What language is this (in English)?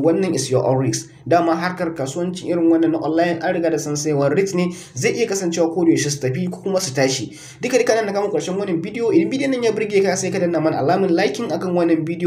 Hausa